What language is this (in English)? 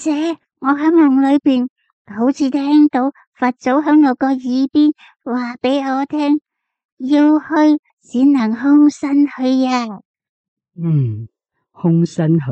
Cantonese